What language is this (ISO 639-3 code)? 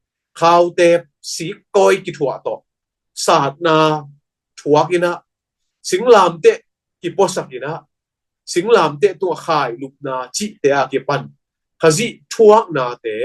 ctd